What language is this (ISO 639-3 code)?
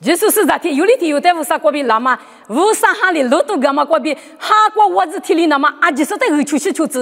lis